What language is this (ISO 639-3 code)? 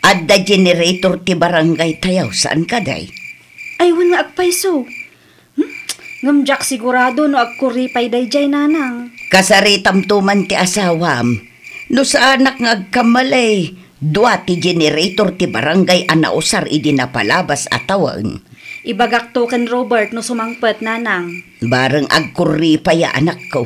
ilo